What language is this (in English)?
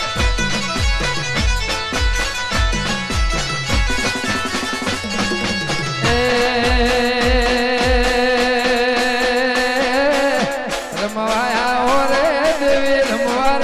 Gujarati